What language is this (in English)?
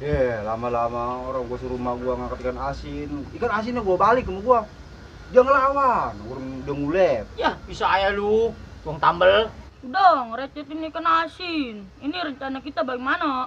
Betawi